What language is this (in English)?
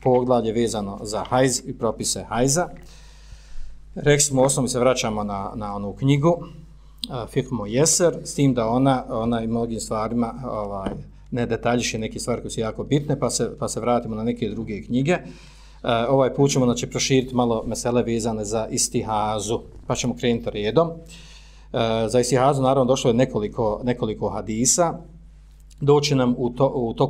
Bosnian